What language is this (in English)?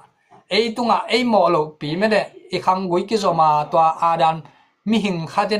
Tedim Chin